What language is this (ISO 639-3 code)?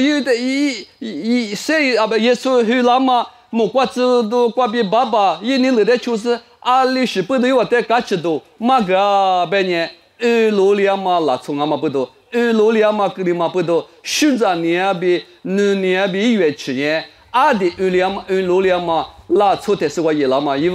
lis